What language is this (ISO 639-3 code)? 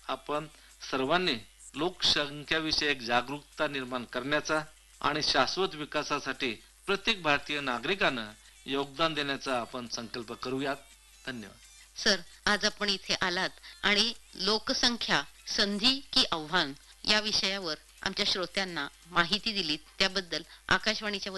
mar